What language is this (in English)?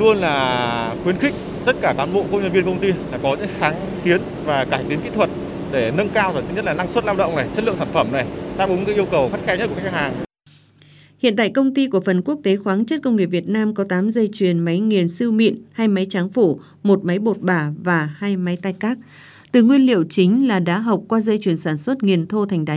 Vietnamese